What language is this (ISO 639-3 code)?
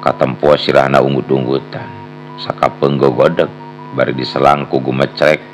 sun